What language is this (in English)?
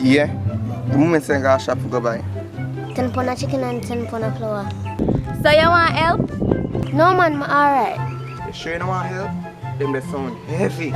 Jamaican Creole English